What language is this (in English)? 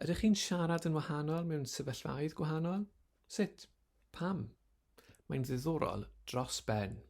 Welsh